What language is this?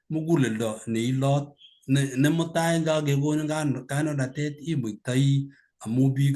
Kalenjin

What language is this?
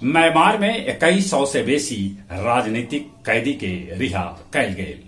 Magahi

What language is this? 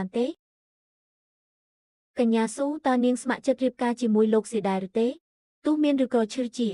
Khmer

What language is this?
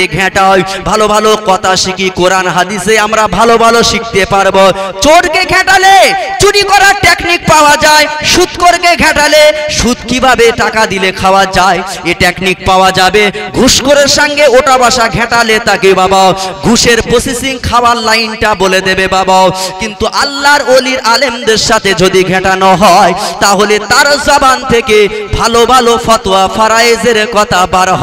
Bangla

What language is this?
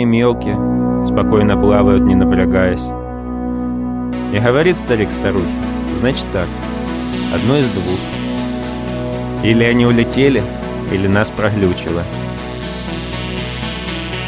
Russian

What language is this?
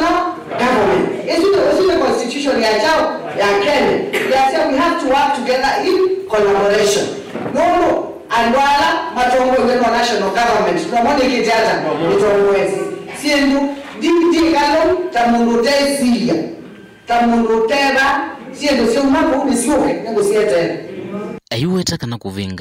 Kamba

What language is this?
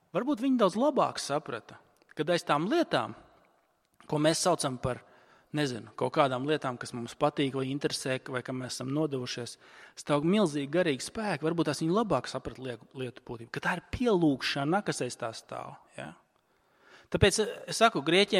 Latvian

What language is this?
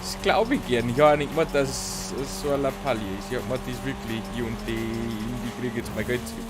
Bavarian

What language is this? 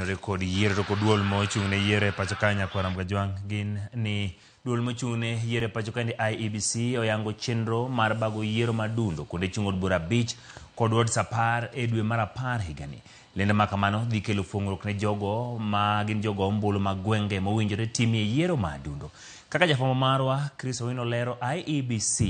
Luo (Kenya and Tanzania)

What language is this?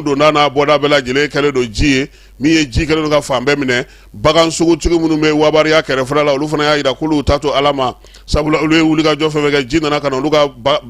Bambara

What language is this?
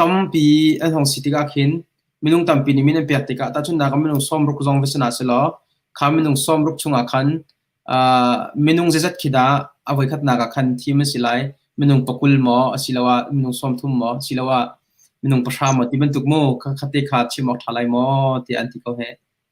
Hakha Chin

